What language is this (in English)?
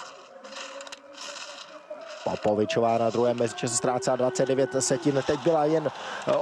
Czech